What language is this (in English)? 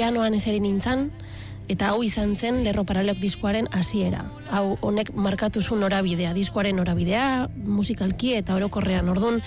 Basque